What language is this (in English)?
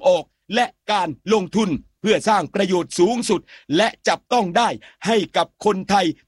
Thai